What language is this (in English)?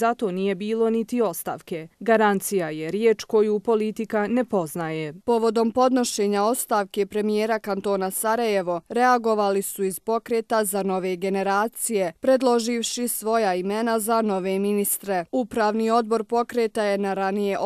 Bosnian